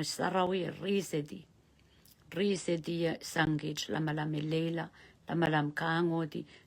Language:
Pohnpeian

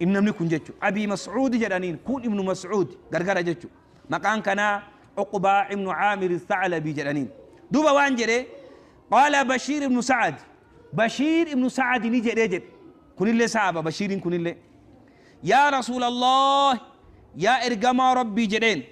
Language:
Oromo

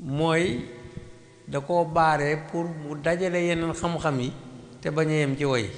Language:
Wolof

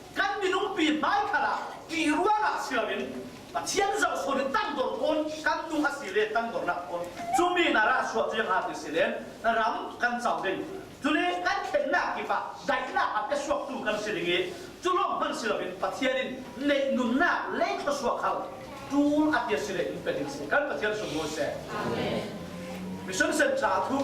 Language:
Falam Chin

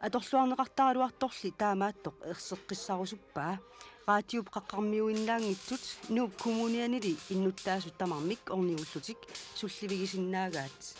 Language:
Kalaallisut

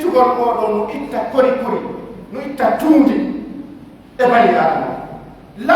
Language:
Pular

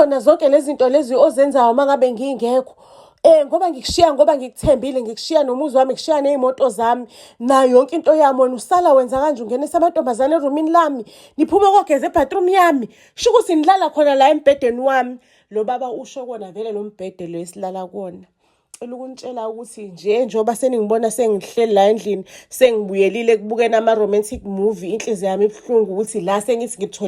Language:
Zulu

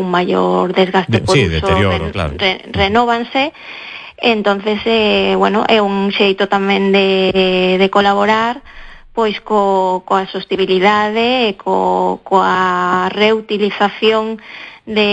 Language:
Galician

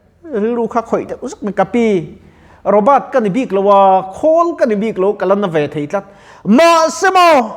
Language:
Mizo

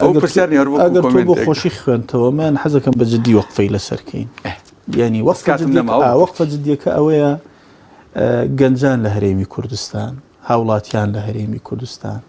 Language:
Central Kurdish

